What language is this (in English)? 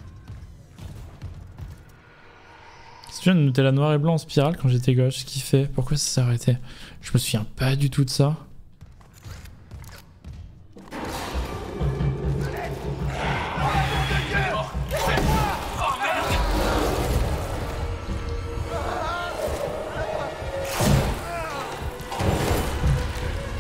French